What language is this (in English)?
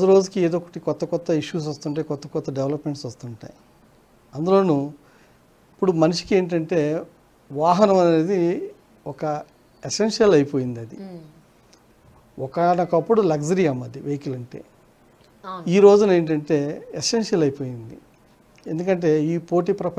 Telugu